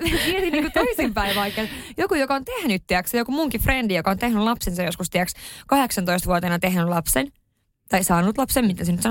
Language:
Finnish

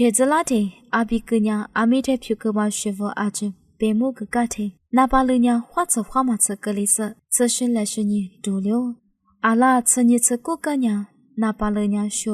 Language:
Lisu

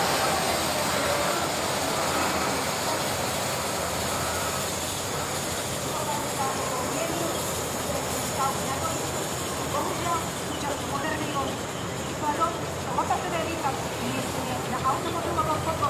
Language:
Slovak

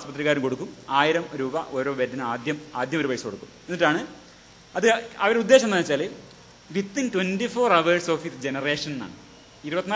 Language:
Malayalam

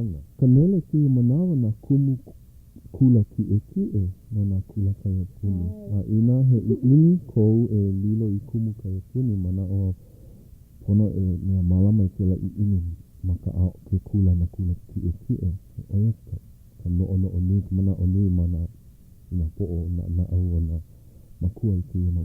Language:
Hawaiian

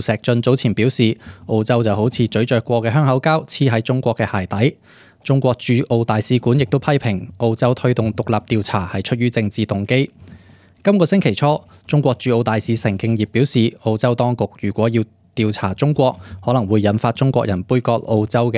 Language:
Cantonese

